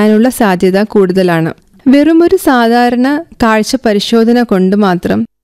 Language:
Malayalam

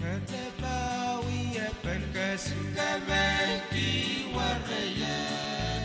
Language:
Pohnpeian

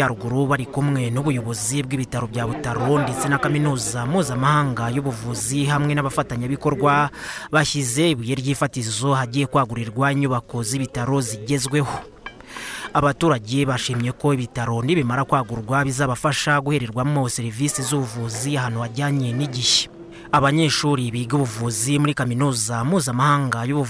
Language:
Kinyarwanda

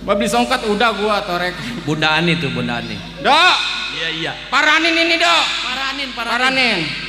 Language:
Betawi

